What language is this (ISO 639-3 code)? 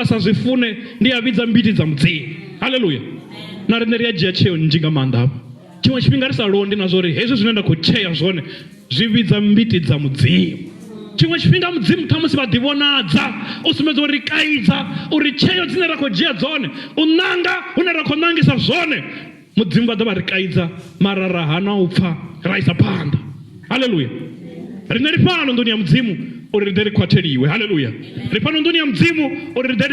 ven